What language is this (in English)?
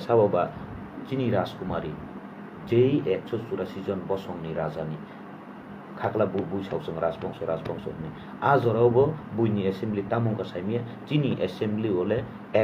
Kok Borok